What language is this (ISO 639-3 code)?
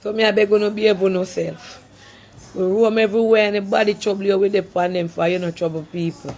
jam